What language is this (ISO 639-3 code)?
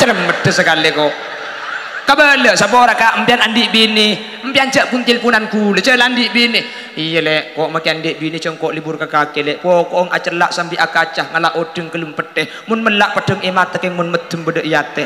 mad